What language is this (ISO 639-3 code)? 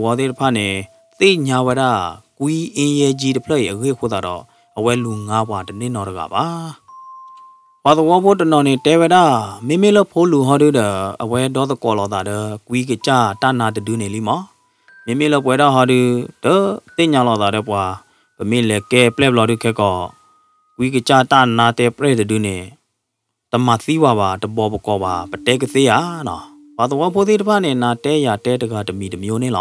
ksw